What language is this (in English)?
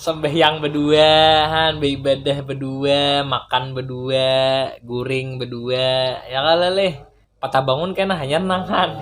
Banjar